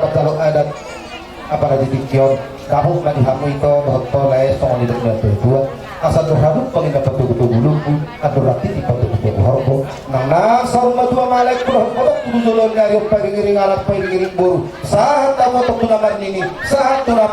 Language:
Batak Toba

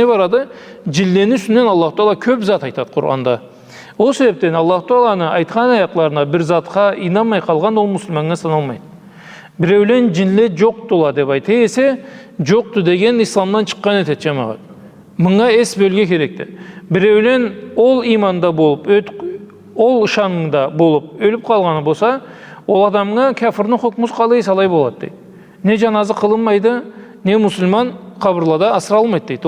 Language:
Karachay-Balkar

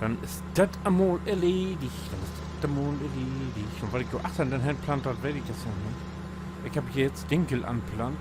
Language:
Low German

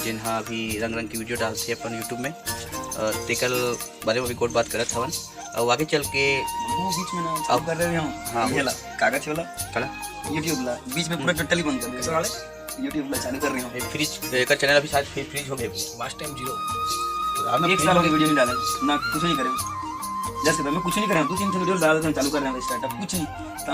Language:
Chhattisgarhi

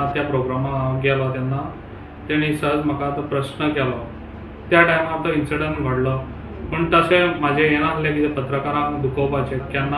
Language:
Konkani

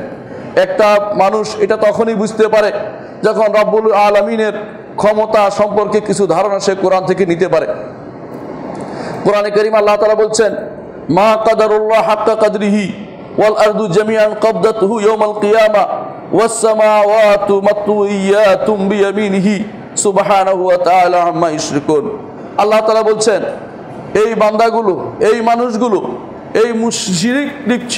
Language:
Bangla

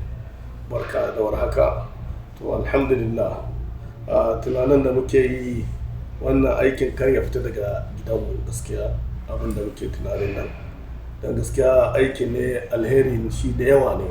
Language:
Hausa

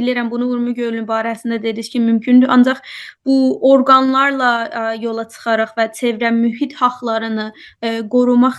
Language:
South Azerbaijani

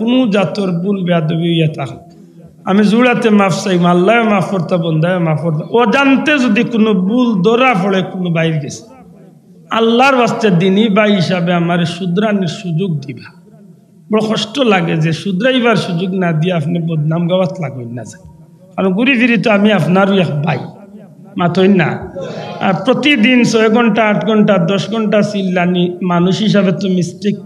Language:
Sylheti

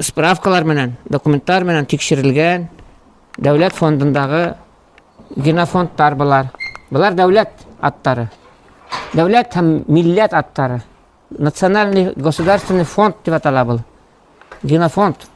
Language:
Bashkir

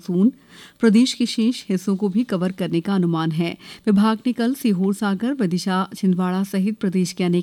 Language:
Hindi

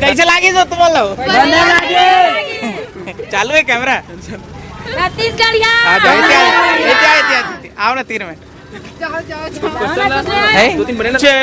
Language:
Chhattisgarhi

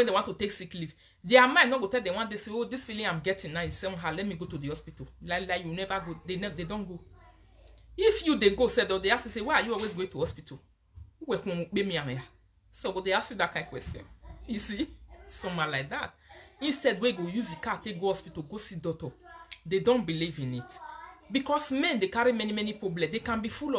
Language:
Nigerian Pidgin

